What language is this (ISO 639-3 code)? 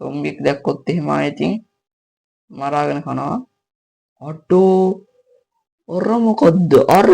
sin